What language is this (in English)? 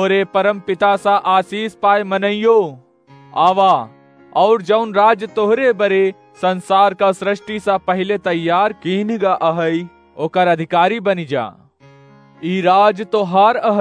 Awadhi